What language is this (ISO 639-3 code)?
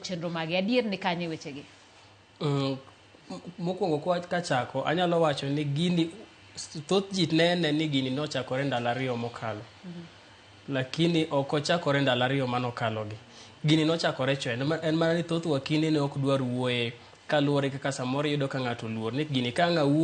luo